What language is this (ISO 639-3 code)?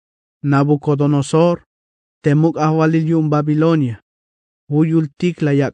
tzh